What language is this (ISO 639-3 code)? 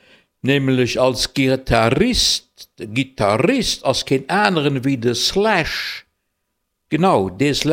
ltz